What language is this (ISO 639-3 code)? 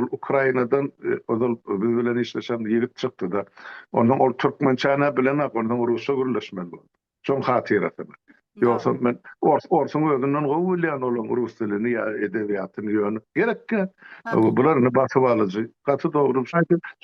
tuk